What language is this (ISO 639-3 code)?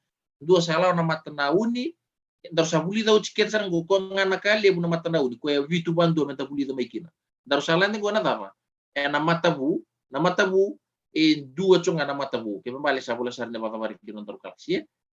fij